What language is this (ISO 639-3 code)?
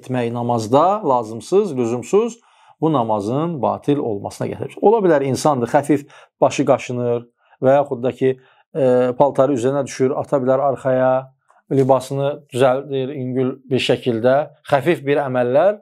aze